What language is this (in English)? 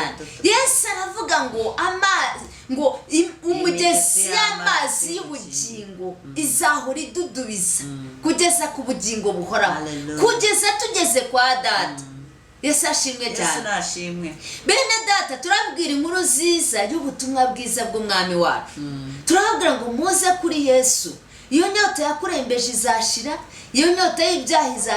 Kinyarwanda